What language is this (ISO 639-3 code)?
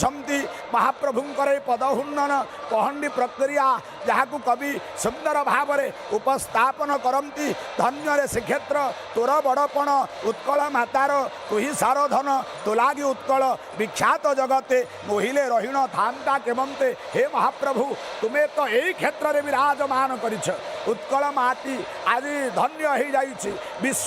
ori